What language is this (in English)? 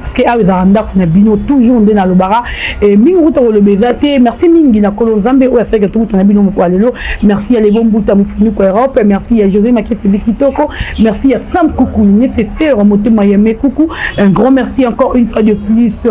Lingala